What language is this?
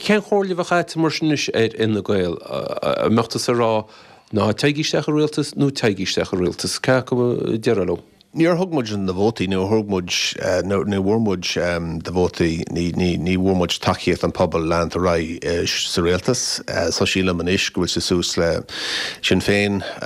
Irish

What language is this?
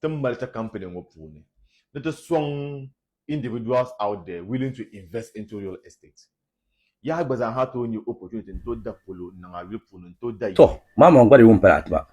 Dagbani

